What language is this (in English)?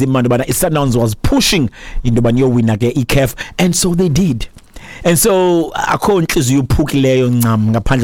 Xhosa